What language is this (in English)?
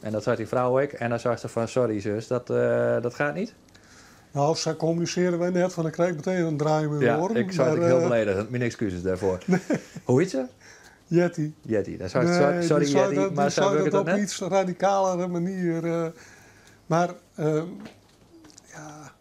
Western Frisian